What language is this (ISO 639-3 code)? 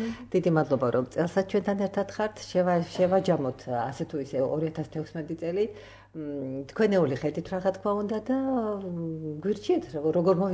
kat